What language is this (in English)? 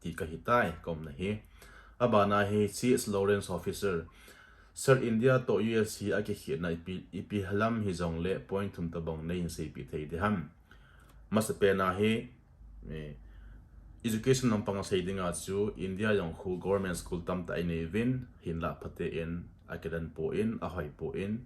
Thado Chin